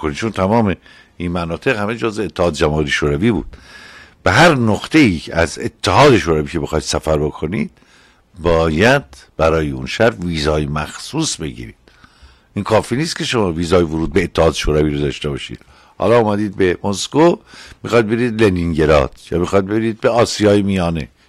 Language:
Persian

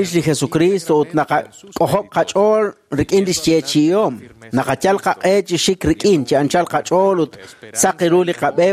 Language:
Kekchí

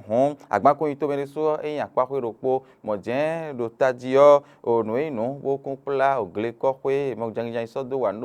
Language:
Fon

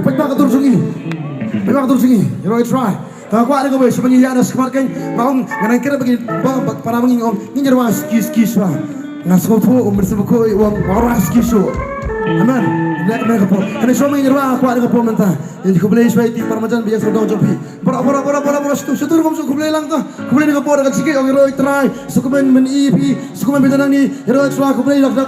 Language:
Khasi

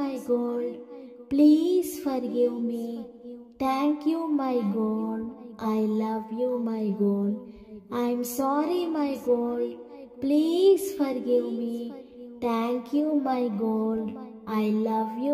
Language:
English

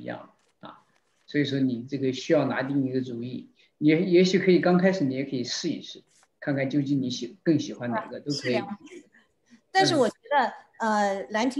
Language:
Chinese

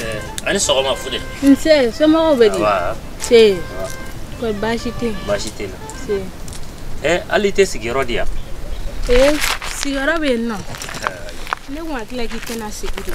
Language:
Bambara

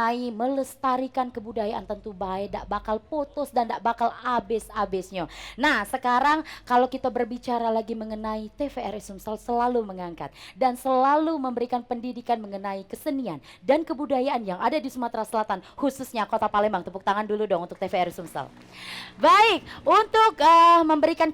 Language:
Musi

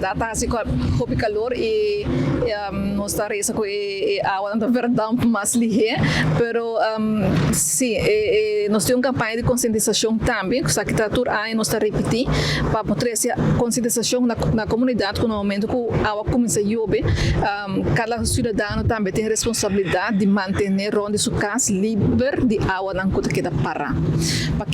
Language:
Papiamento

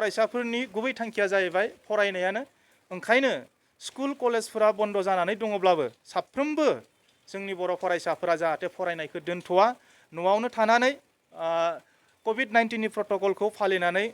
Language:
Bodo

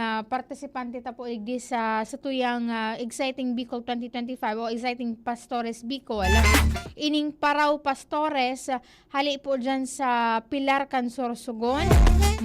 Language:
Bikol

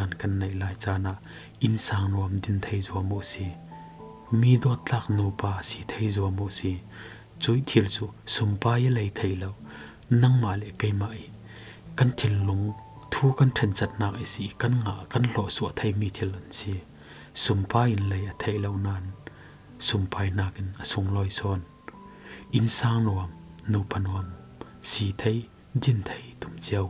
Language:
Falam Chin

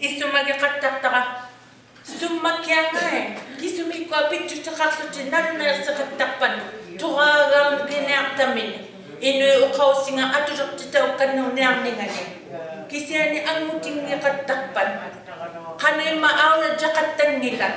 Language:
Inuktitut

